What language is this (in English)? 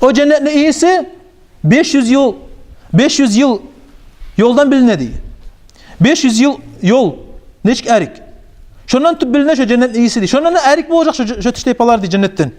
Kumyk